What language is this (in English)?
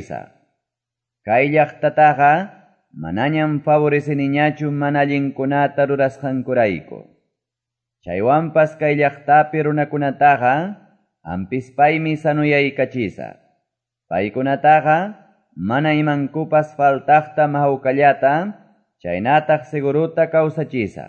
Quechua